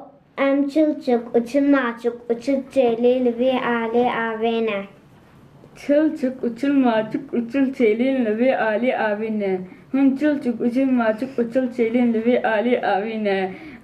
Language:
Kurdish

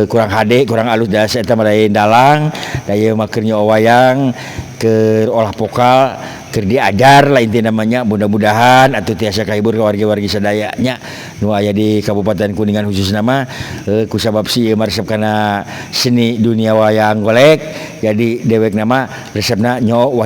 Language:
Sundanese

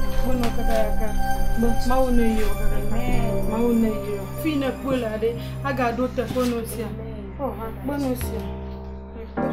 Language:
Ewe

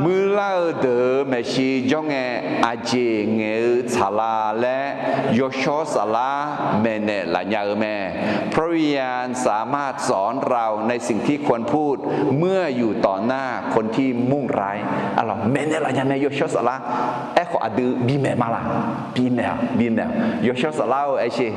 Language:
Akha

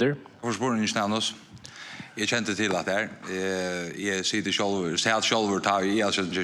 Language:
Faroese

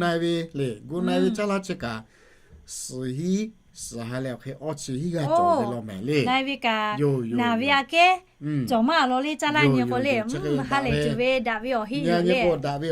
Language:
Lahu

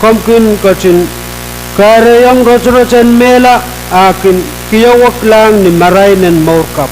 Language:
Pohnpeian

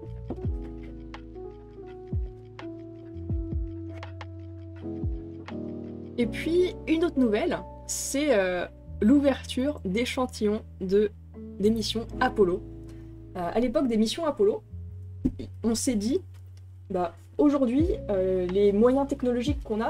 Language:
French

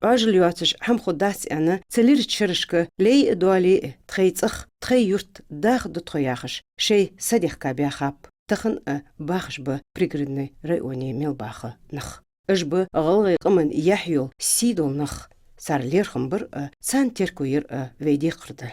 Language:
Ingush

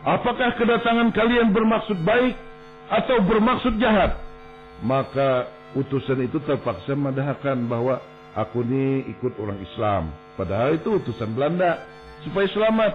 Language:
Banjar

